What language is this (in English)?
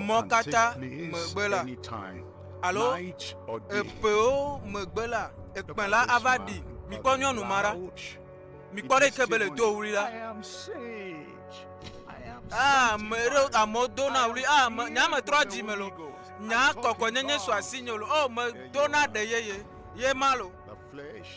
Ewe